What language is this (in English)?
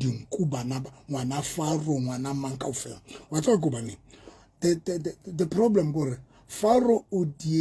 Southern Sotho